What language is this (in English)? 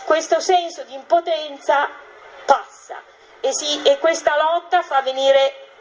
Italian